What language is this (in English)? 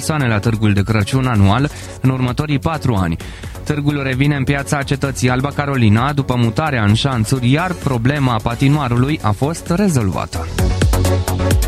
Romanian